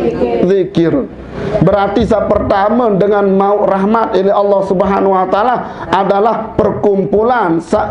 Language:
Sasak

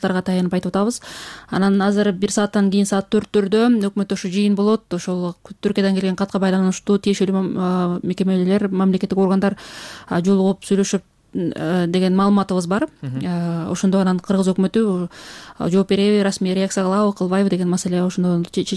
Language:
Kyrgyz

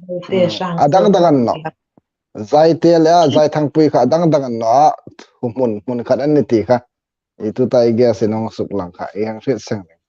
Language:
Hmar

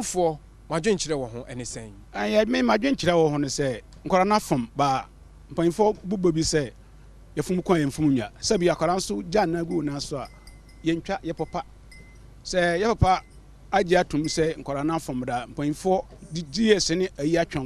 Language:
Akan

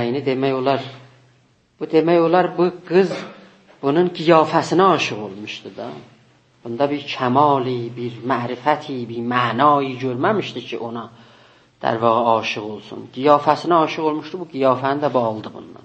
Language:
South Azerbaijani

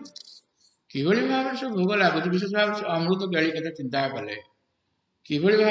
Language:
Odia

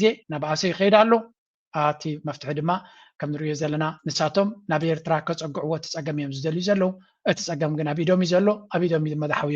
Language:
Tigrinya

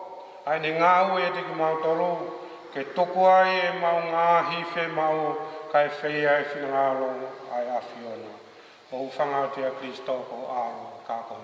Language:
Tongan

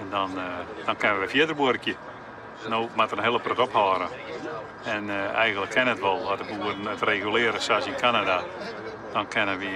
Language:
Western Frisian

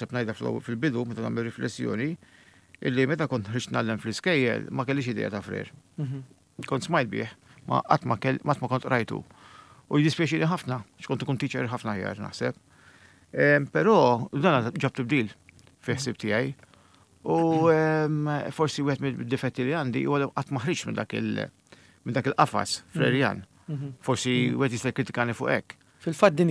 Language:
Maltese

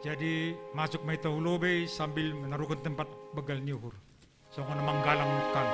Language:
Batak Simalungun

